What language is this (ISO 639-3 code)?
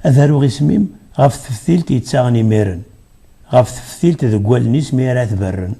kab